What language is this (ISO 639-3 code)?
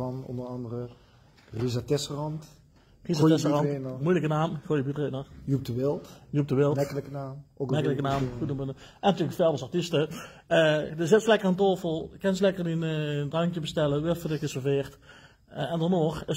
lim